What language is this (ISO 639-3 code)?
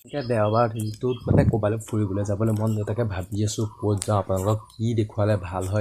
asm